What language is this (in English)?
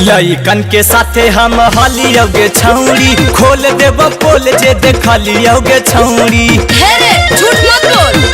Magahi